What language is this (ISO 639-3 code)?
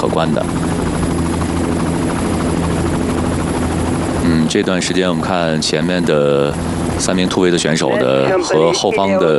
zho